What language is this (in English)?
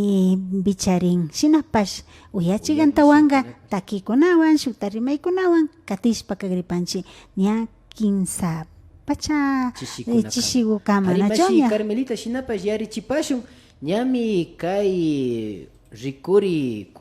Imbabura Highland Quichua